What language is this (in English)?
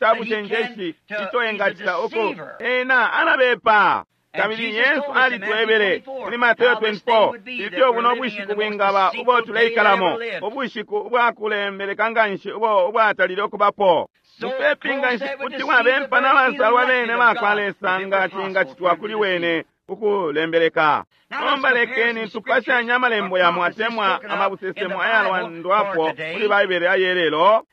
Bemba